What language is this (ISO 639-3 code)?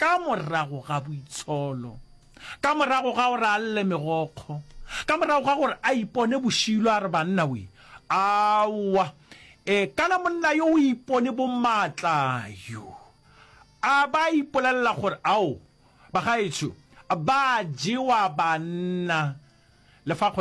nso